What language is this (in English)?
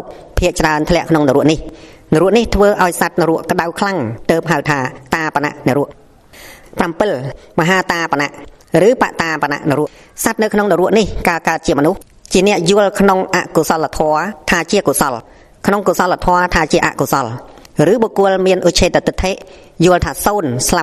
Khmer